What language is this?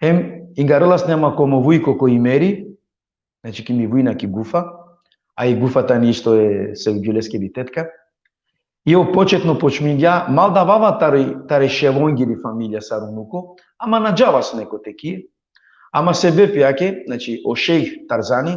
Balkan Romani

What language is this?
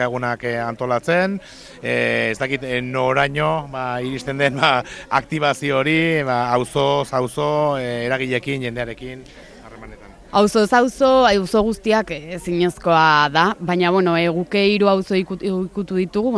Basque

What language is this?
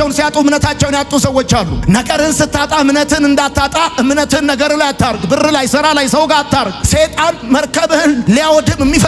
Amharic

